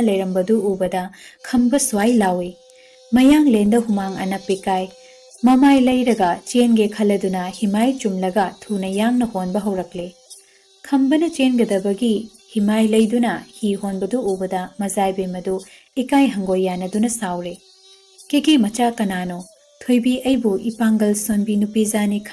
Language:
Manipuri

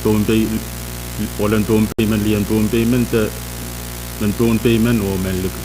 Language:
Pohnpeian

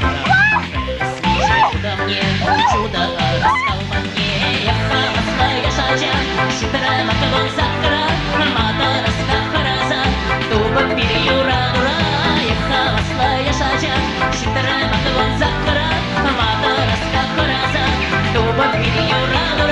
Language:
Chuvash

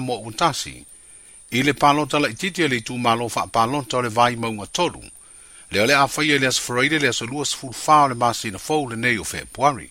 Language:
Samoan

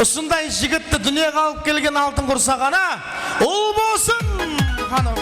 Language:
Kara-Kalpak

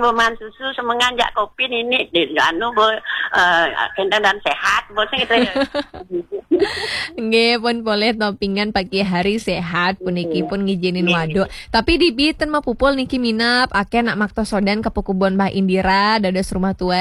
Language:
Balinese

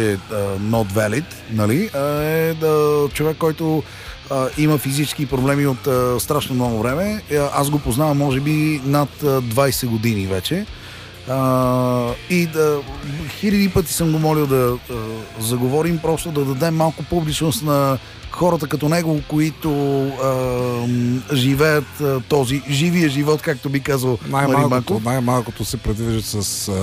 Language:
Bulgarian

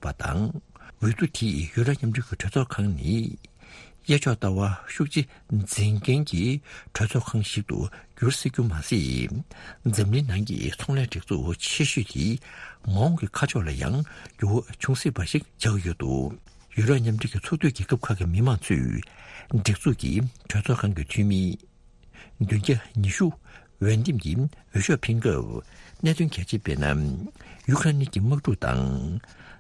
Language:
Tibetan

